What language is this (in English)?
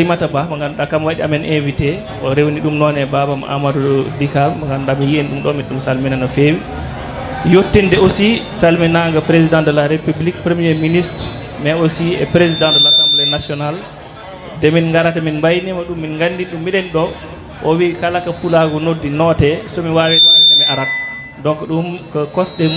Fula